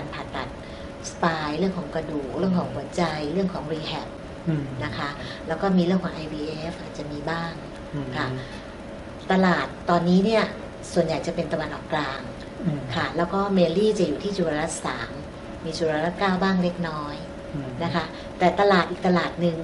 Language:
Thai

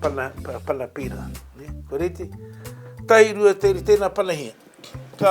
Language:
Māori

